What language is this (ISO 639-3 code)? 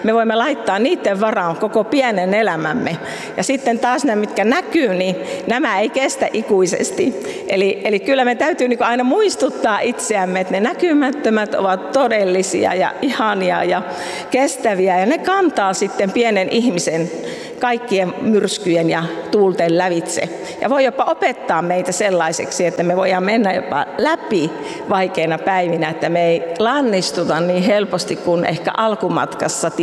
fin